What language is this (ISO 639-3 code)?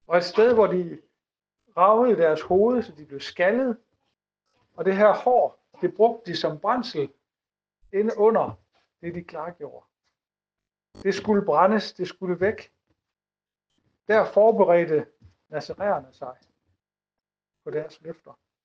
dan